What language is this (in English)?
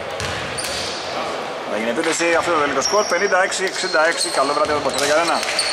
Greek